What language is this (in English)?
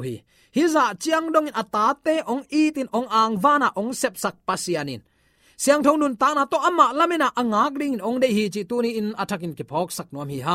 Tedim Chin